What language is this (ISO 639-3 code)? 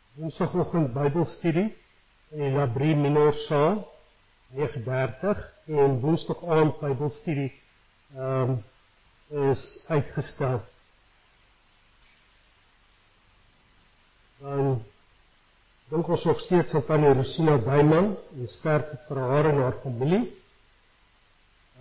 afr